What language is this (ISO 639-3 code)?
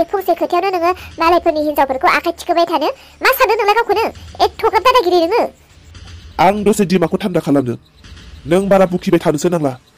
brx